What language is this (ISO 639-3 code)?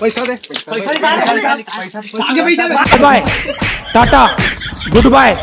hne